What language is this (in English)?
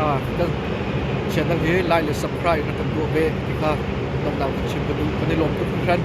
Hakha Chin